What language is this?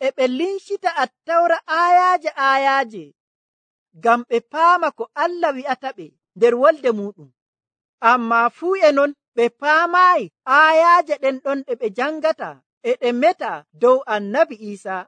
Nigerian Fulfulde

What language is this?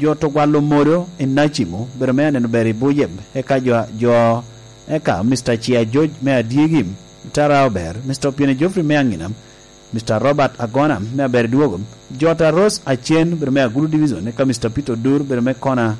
Lango (Uganda)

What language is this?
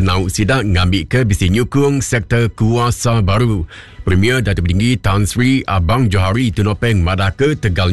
Iban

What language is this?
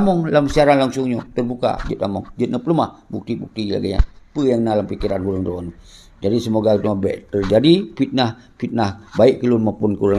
Achinese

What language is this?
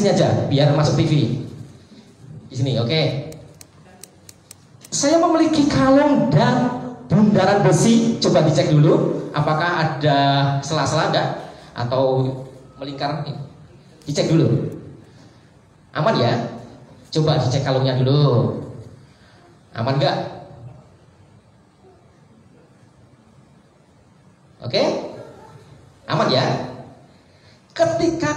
Indonesian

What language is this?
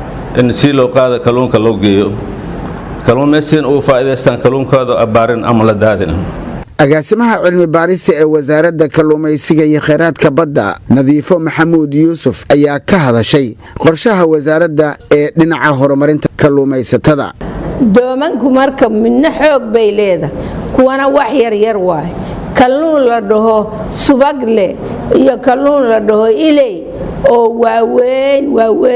Somali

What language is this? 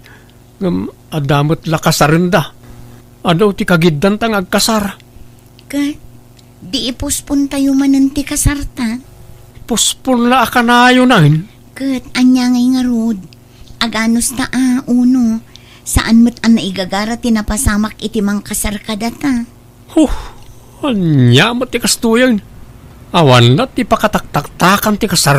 Iloko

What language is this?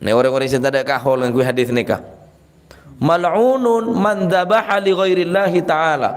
Madurese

